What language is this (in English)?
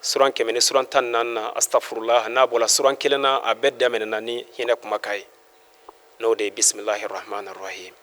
Bambara